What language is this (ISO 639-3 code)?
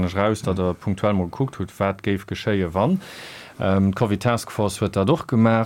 ltz